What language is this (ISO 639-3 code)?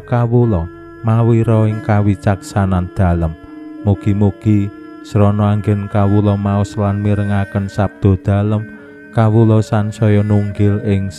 jav